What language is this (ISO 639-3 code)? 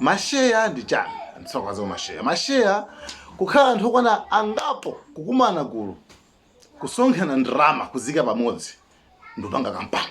nya